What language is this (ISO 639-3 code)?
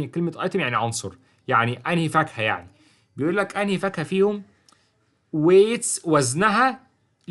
arz